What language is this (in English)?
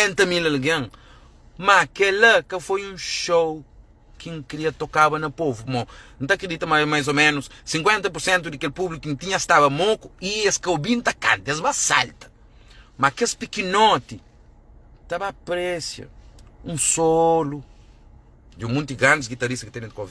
Kabuverdianu